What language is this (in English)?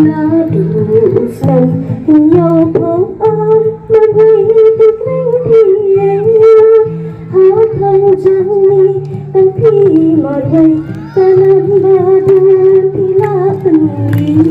Khasi